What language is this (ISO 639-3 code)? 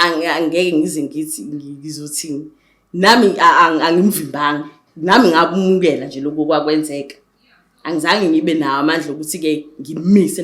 zul